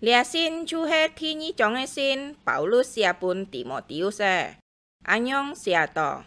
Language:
Hakka Chinese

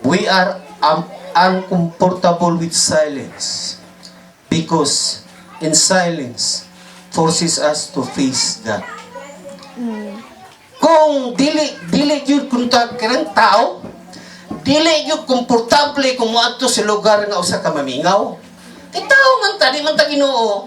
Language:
Cebuano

